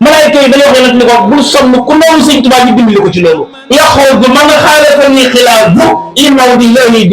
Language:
Wolof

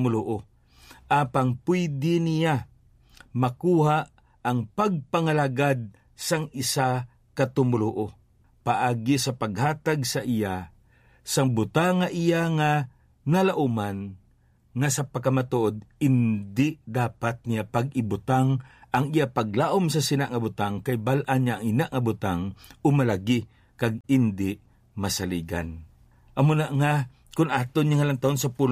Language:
Hiligaynon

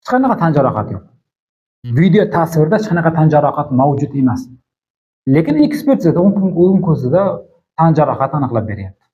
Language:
Uzbek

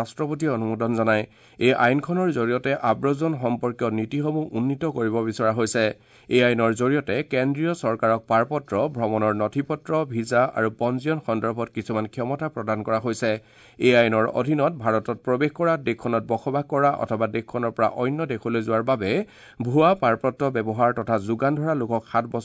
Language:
Assamese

